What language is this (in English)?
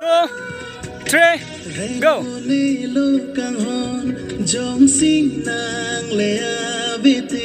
Karbi